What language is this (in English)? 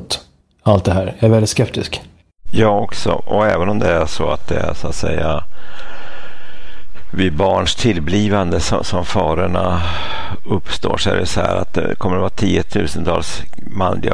Swedish